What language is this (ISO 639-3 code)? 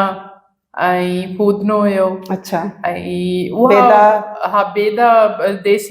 snd